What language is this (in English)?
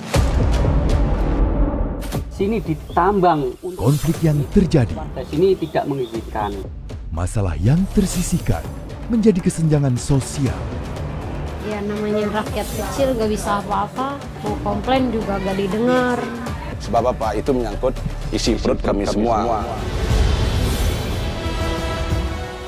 Indonesian